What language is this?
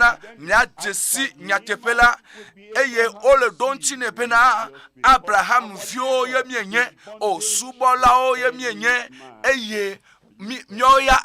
Ewe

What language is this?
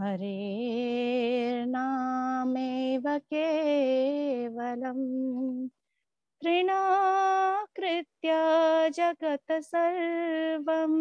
Sanskrit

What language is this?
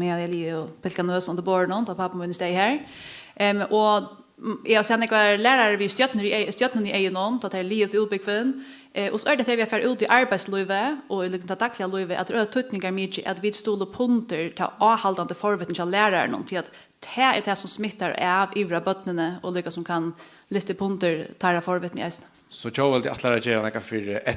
Faroese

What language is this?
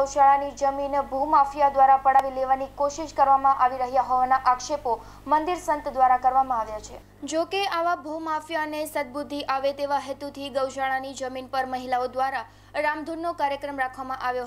Gujarati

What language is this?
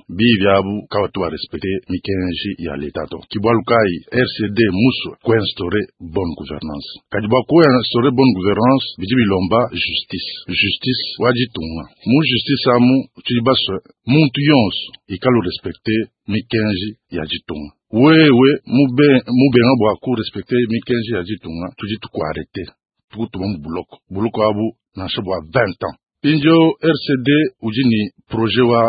Luba-Lulua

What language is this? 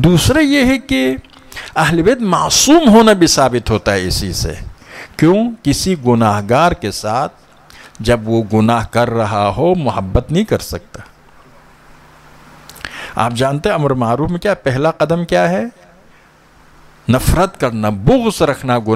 Urdu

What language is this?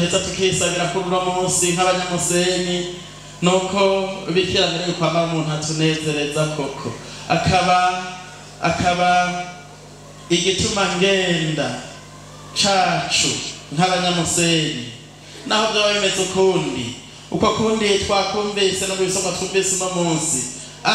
Rundi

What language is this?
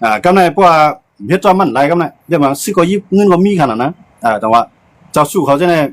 Shan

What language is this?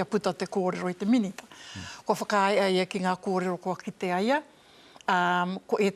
Māori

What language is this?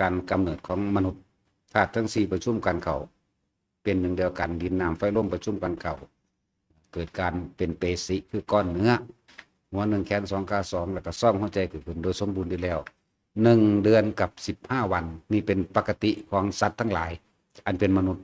Lao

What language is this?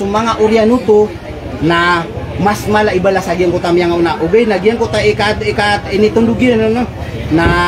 Maranao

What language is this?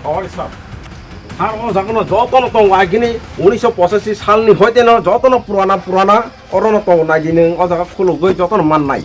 Kok Borok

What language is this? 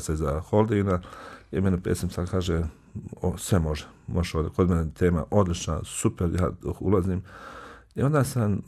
Bosnian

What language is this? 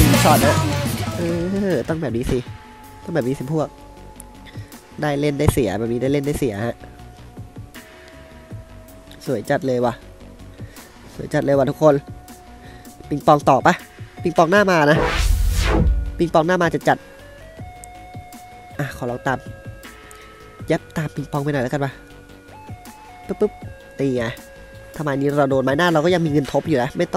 Thai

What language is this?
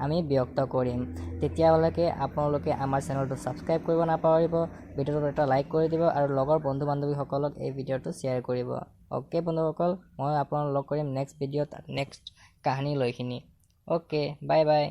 Assamese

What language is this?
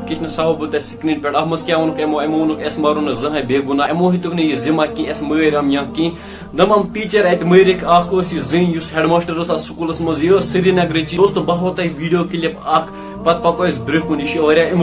Kashmiri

